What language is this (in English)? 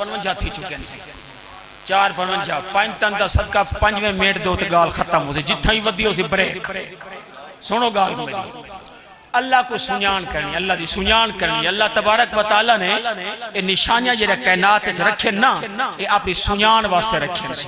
Saraiki